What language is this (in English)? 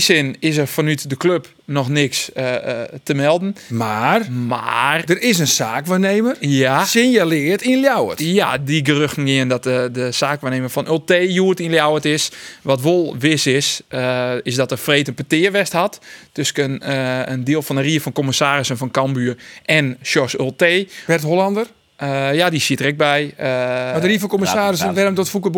Western Frisian